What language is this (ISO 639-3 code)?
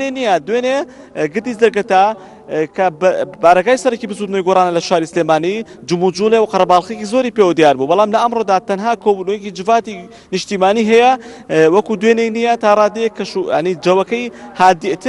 ckb